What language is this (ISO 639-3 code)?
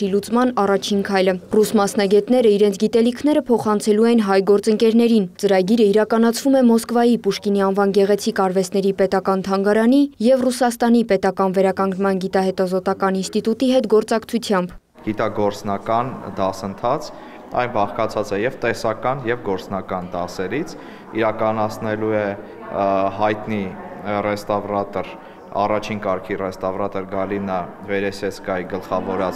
hye